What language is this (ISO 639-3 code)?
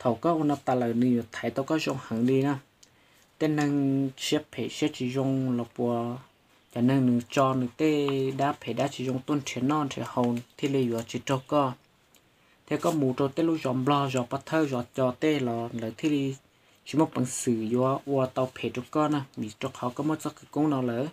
hmn